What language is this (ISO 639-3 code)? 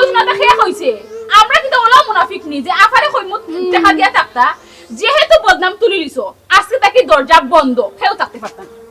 syl